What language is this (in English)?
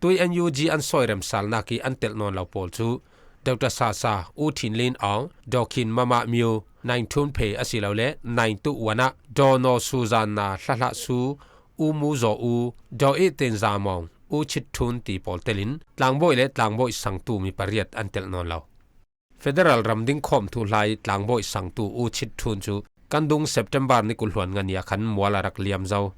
Falam Chin